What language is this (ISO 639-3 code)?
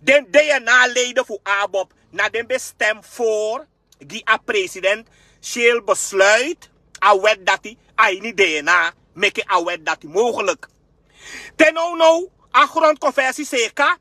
srn